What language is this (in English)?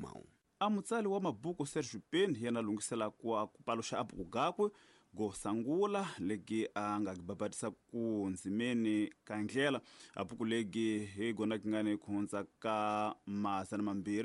Tsonga